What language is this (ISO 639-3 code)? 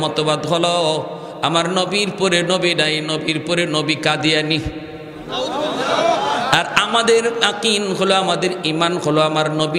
ben